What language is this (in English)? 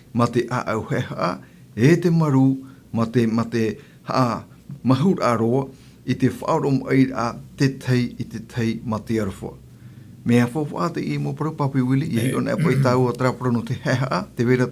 Tahitian